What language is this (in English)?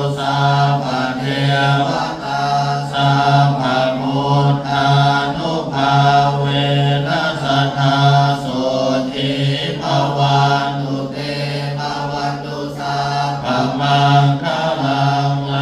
Pali